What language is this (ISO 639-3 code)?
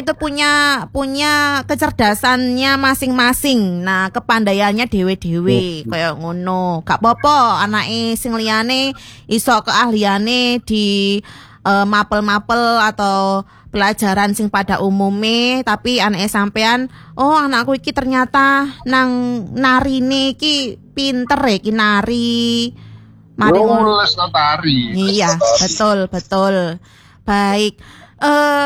jav